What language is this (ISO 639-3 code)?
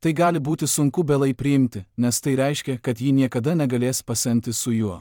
lit